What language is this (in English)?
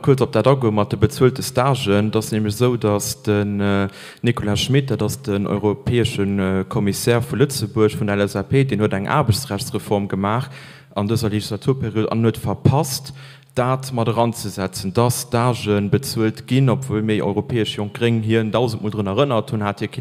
Luxembourgish